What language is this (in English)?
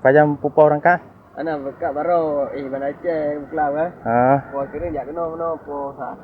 Achinese